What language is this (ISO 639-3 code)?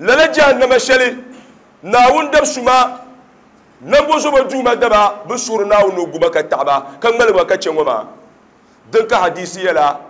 dag